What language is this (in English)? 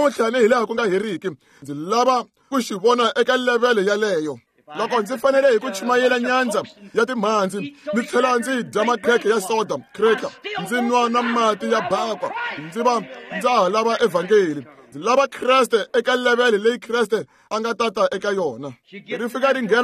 Tsonga